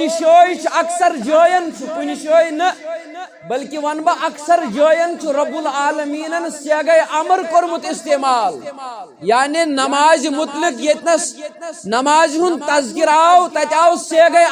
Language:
Kashmiri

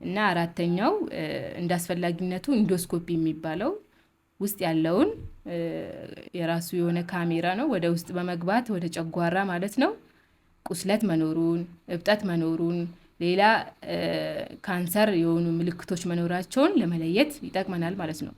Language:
Amharic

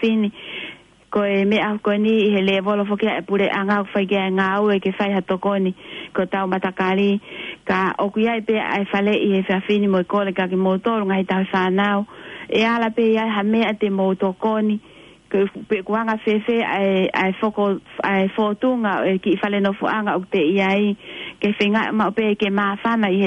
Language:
Tongan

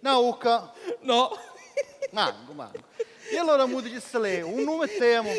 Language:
Sicilian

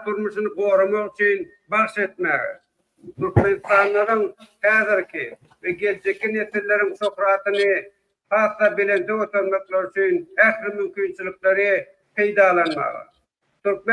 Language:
Turkmen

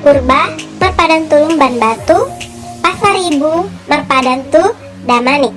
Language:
Batak Toba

